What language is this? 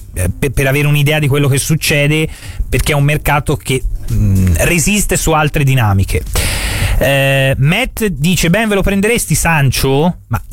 Italian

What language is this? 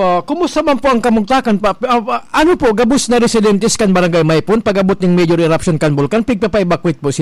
Bikol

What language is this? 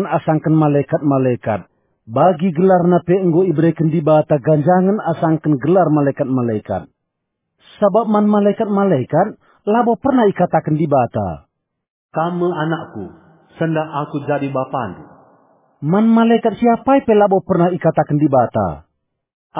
Batak Karo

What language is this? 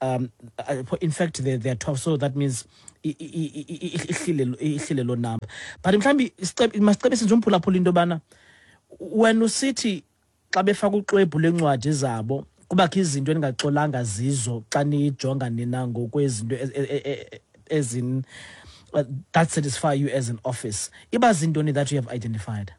Xhosa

